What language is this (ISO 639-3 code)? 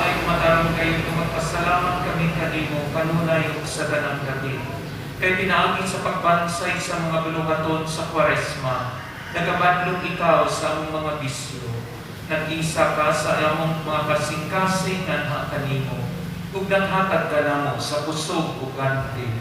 ceb